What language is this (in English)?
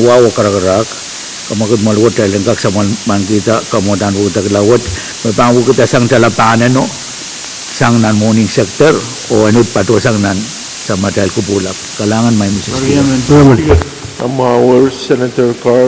Pohnpeian